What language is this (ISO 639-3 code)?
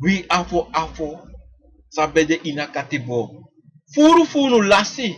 srn